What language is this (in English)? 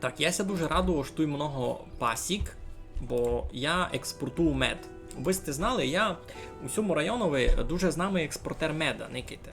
Rusyn